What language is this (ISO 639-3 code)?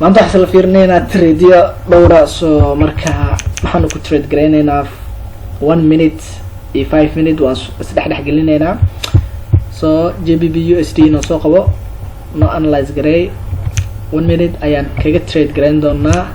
som